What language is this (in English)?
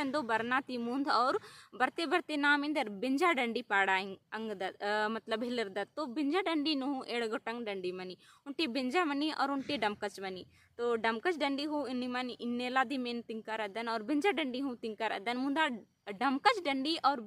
Kurukh